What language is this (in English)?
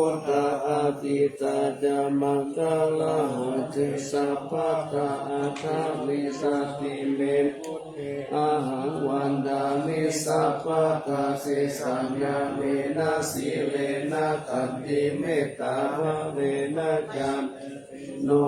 Pali